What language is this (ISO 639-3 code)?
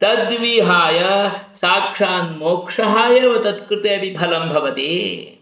san